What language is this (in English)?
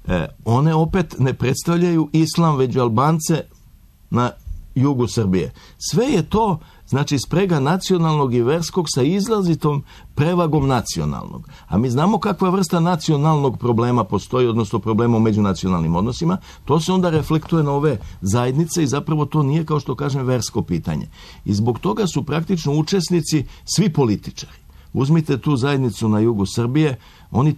Serbian